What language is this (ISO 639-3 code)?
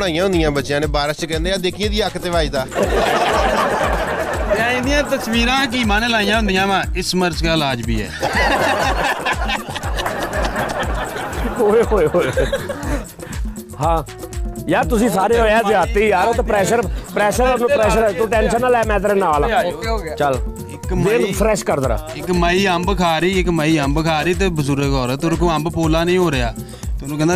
pan